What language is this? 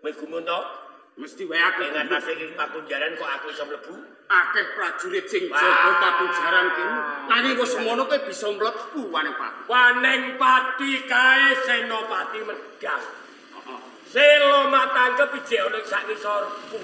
Javanese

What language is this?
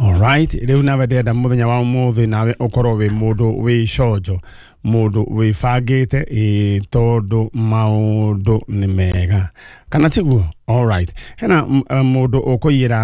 Kikuyu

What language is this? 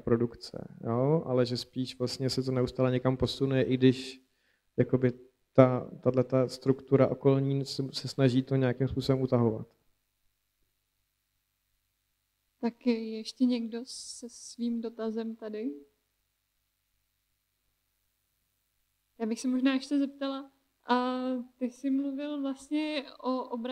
Czech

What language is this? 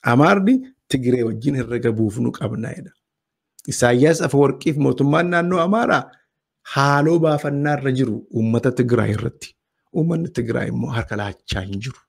Oromo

